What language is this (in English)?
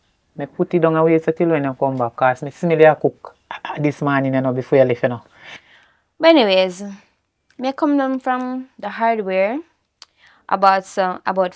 Jamaican Creole English